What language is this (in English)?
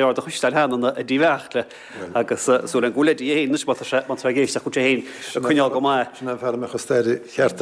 Irish